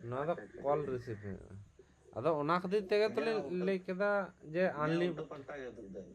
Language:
Santali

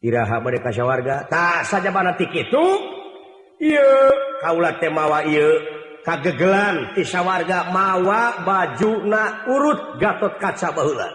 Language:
Sundanese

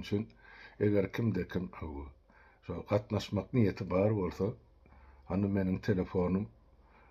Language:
Turkmen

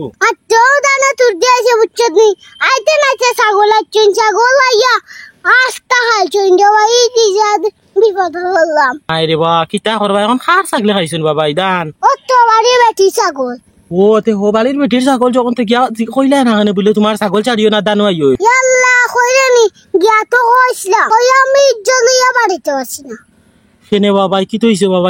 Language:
Sylheti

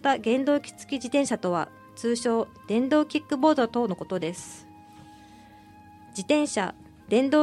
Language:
Japanese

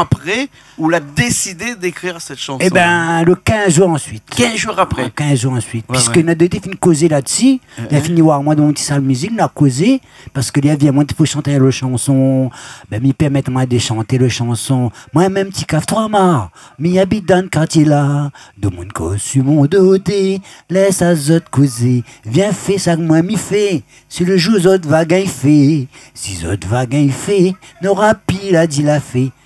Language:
Réunion Creole French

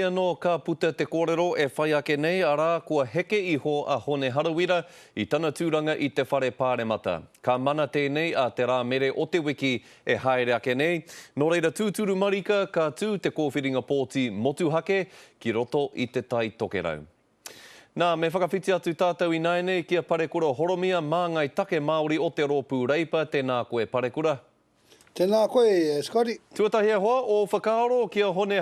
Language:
Māori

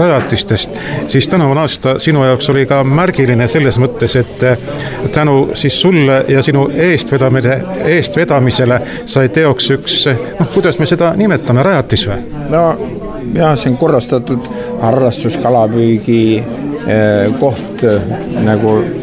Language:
Estonian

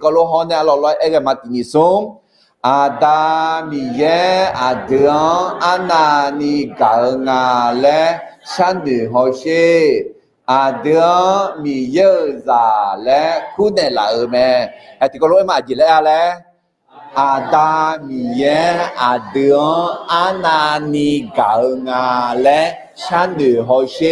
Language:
Akha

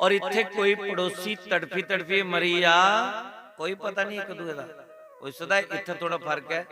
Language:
Dogri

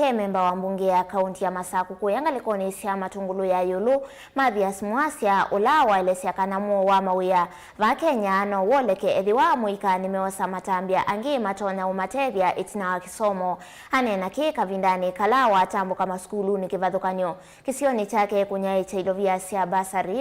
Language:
Kamba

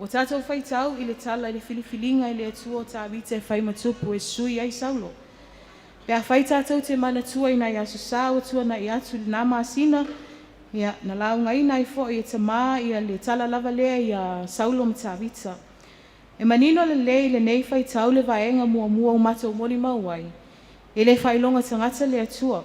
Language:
Samoan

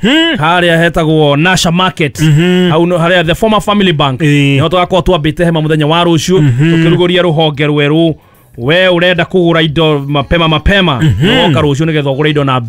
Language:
Kikuyu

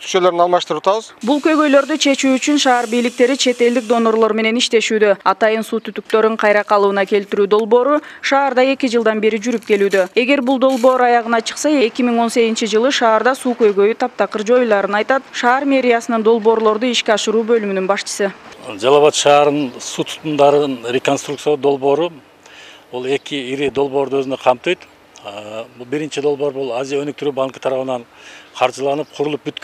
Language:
Kyrgyz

